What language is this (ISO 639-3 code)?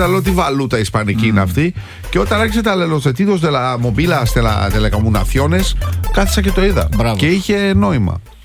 ell